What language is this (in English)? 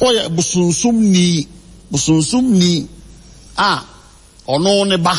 Akan